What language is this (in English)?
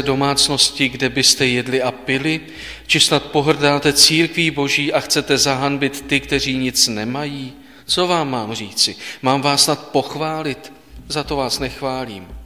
Czech